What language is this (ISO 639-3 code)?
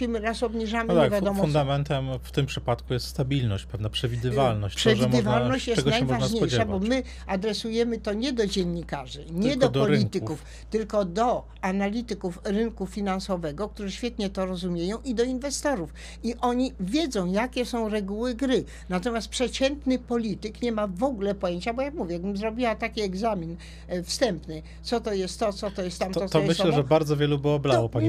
pol